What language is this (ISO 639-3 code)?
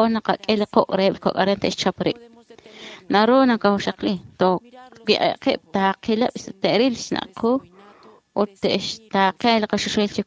kek